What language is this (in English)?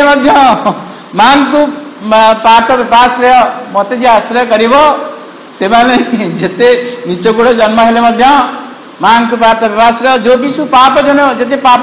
Odia